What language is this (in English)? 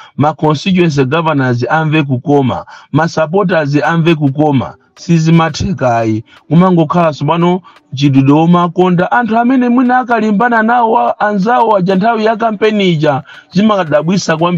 Nyanja